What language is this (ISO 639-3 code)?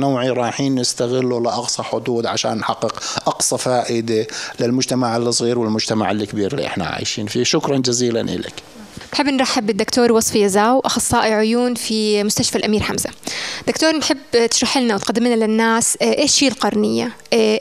apc